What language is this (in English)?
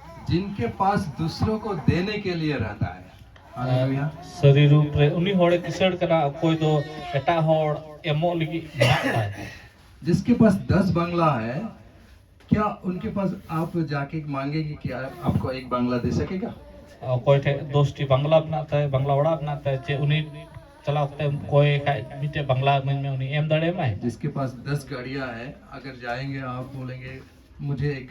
Santali